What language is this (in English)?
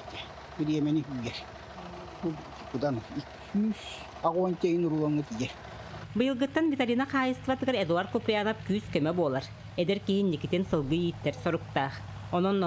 Yakut